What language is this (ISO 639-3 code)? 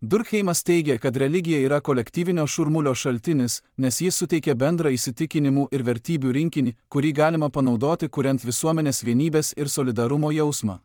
lit